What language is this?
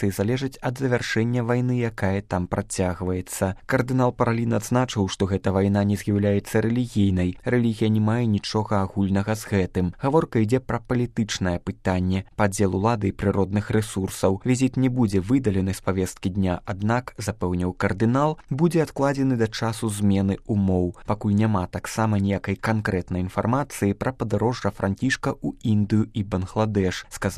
Belarusian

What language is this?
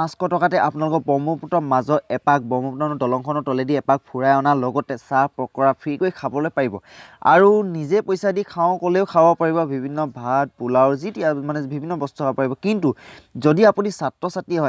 Assamese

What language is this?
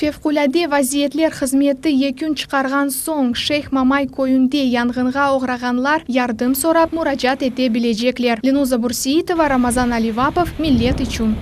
Crimean Tatar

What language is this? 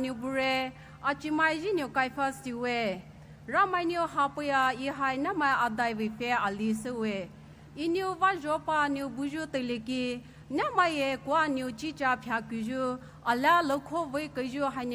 Poumei Naga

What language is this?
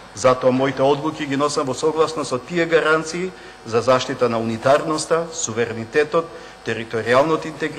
Macedonian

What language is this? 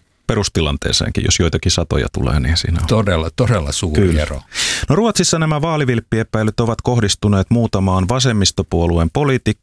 Finnish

